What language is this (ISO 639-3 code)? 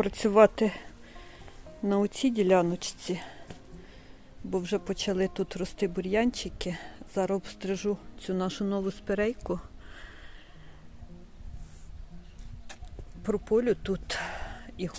ukr